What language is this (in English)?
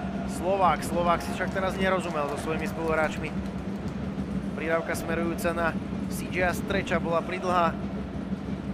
Slovak